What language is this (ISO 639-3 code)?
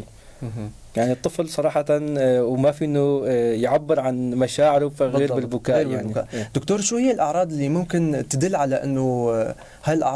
apc